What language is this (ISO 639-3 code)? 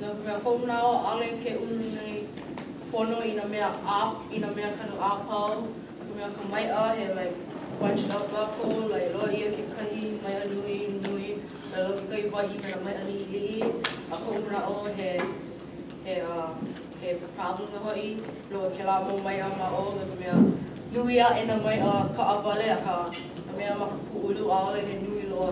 haw